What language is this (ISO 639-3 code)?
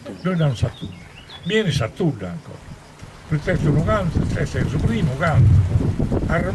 srd